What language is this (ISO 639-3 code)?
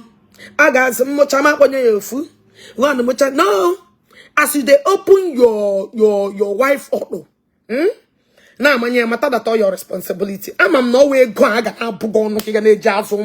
ibo